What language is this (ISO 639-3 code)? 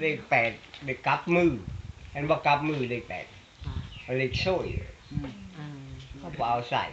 lao